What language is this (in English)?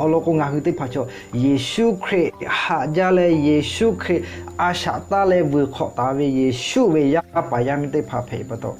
Lahu